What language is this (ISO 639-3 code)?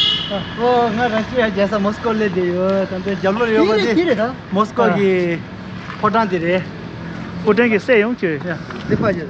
bod